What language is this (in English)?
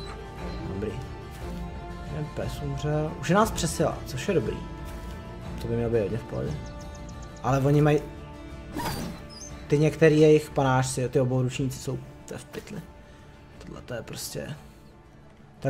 Czech